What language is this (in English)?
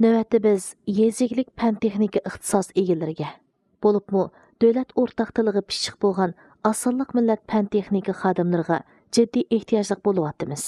Uyghur